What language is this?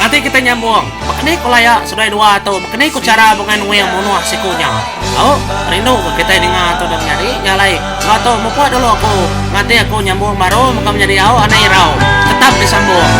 Iban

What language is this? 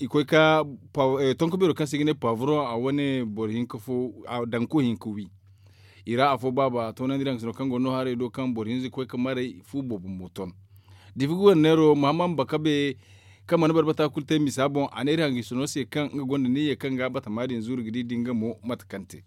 Zarma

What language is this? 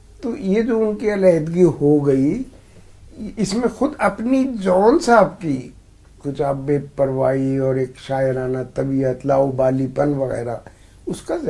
Urdu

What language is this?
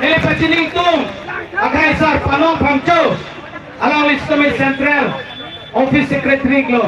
Karbi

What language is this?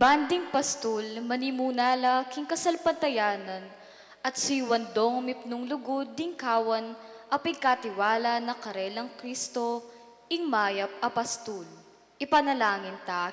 Pampanga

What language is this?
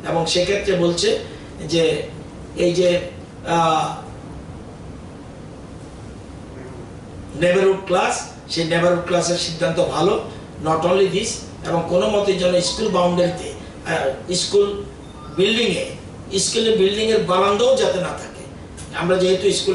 Bangla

